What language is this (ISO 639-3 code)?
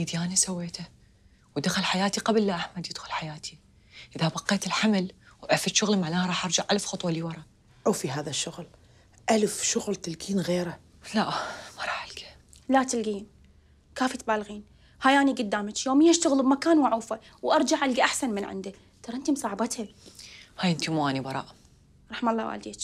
acm